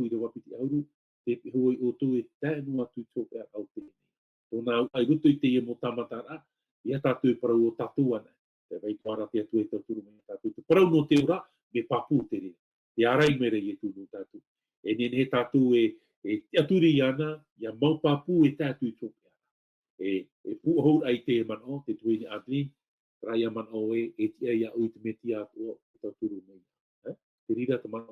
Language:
Tahitian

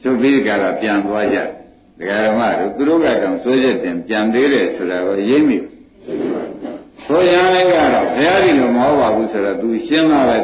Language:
Burmese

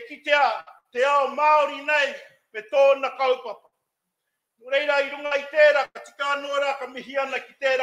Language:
Māori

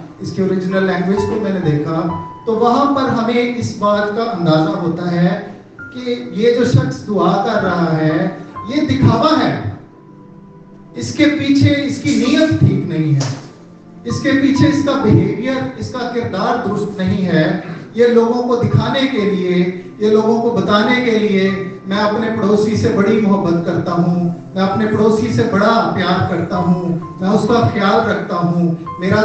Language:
Urdu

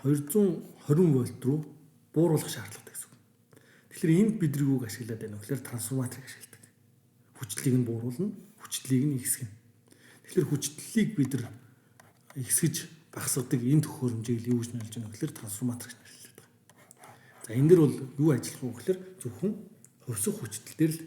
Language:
Mongolian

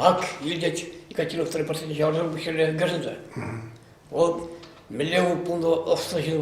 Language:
Chuvash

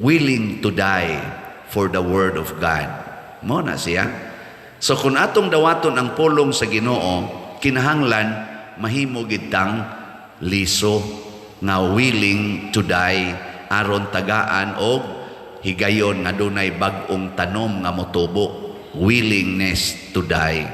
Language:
Cebuano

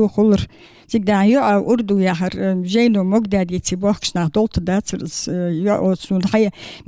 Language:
Ingush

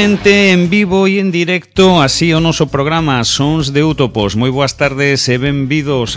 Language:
Galician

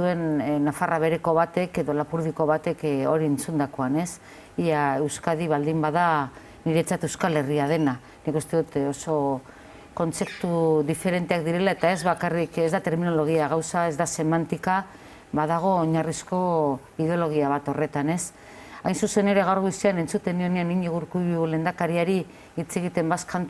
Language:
Basque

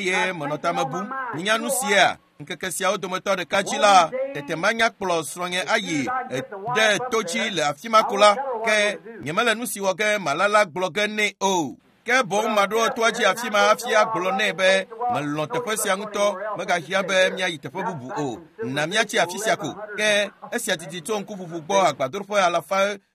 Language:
Ewe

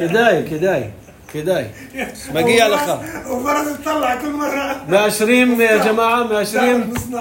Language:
North Levantine Arabic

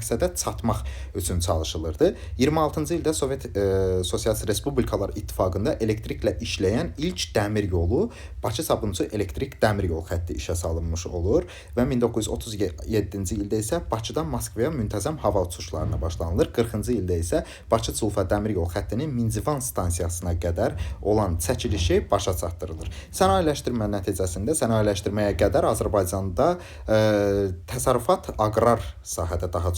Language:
Azerbaijani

